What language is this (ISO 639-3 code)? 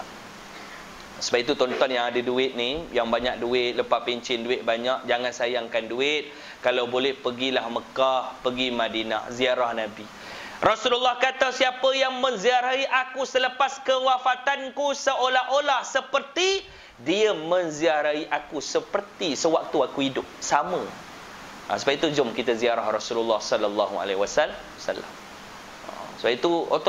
msa